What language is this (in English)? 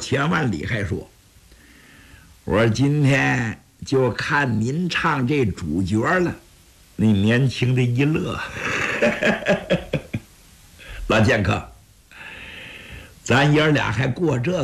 Chinese